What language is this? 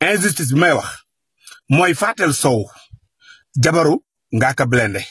Wolof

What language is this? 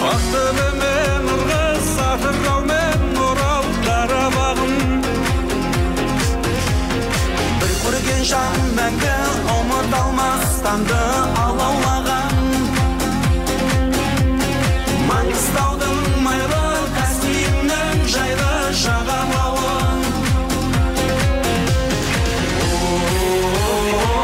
Kazakh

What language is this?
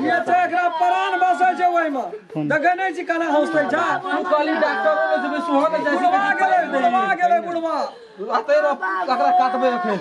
Maithili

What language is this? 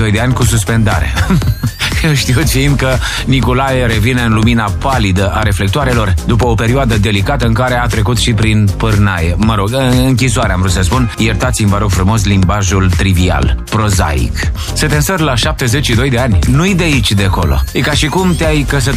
Romanian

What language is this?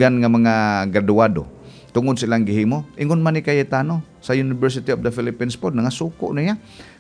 Cebuano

